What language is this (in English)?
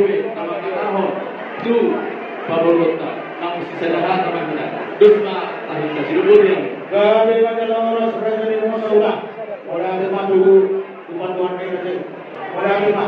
Batak Toba